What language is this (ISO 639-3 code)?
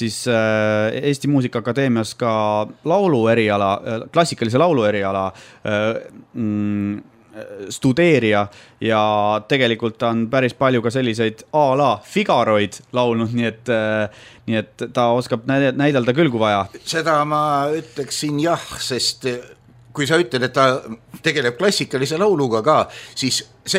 est